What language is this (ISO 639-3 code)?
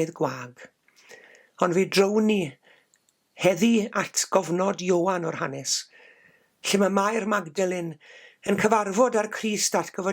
cym